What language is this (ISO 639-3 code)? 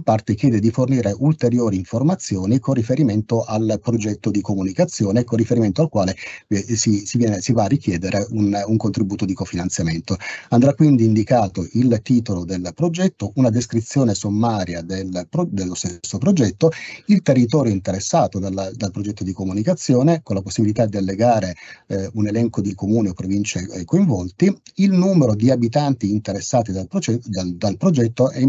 ita